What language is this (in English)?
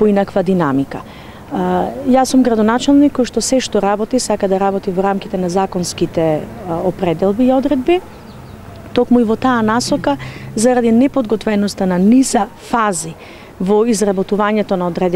Macedonian